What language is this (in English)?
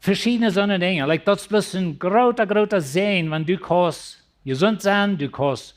Plautdietsch